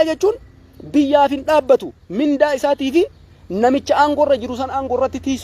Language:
Oromo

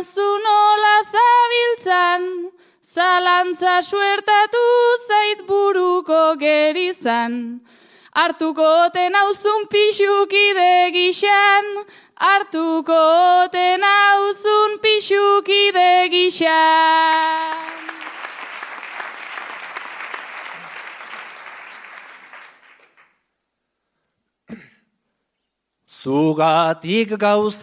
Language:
Basque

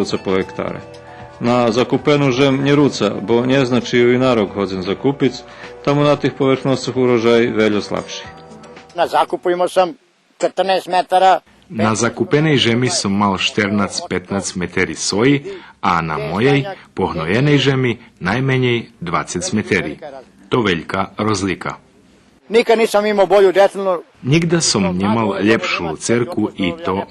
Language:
Rusyn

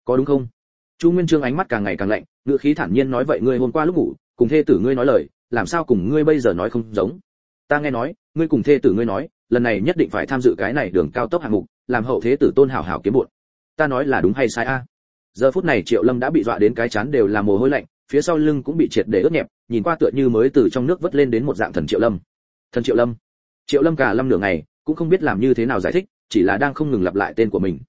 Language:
Vietnamese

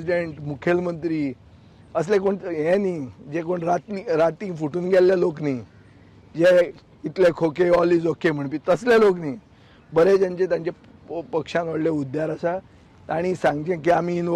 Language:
Konkani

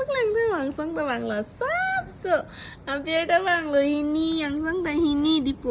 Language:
Karbi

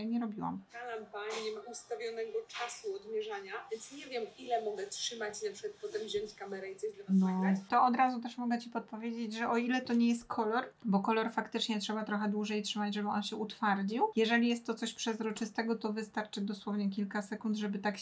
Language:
Polish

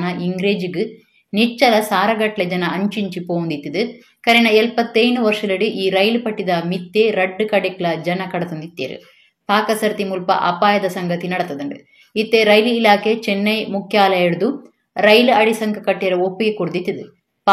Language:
Tulu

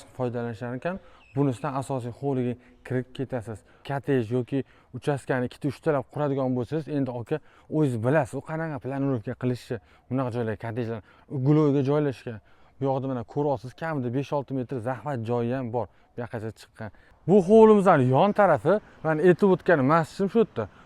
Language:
Uzbek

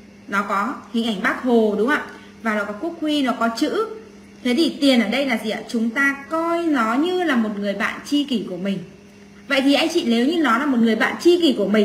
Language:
Vietnamese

